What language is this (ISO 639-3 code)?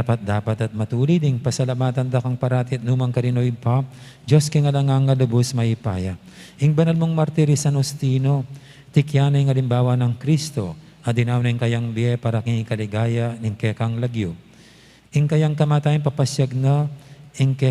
pam